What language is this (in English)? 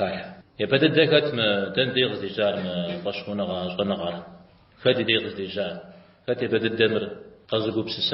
Kabardian